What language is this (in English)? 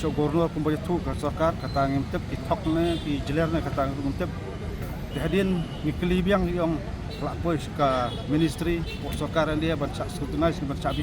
Khasi